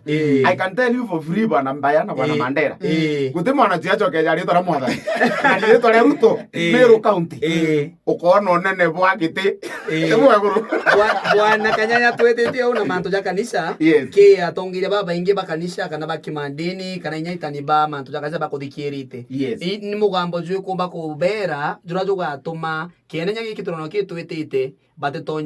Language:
Meru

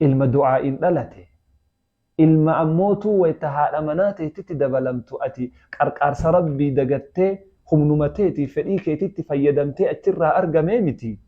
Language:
Oromo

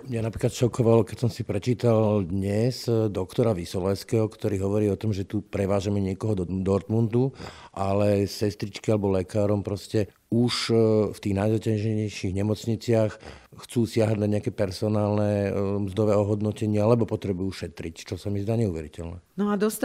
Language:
Slovak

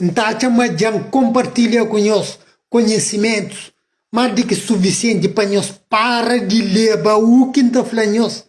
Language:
Kabuverdianu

